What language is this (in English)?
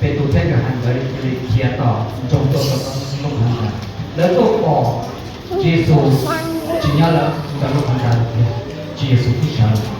Hmong